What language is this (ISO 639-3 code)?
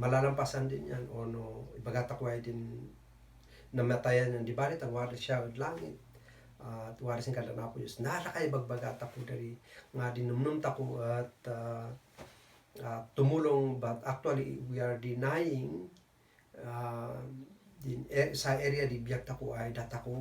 kne